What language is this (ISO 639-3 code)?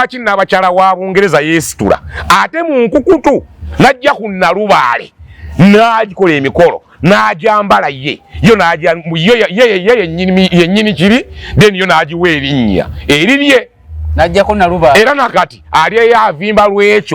lug